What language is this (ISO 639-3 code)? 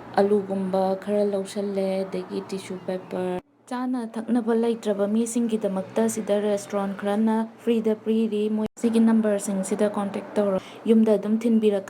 mni